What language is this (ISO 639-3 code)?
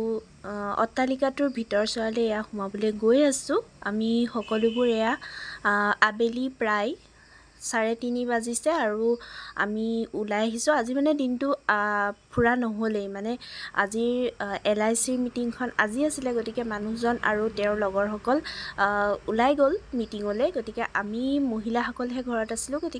asm